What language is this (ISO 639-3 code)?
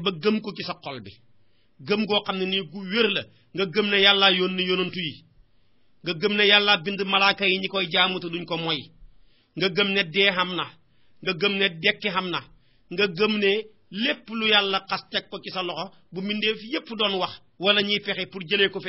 wol